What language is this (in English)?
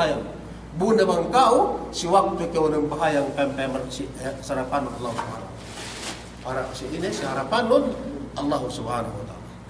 Yakan